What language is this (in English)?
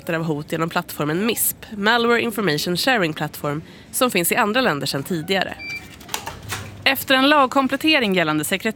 Swedish